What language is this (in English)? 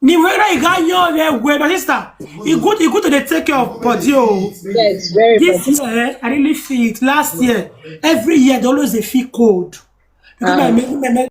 Nigerian Pidgin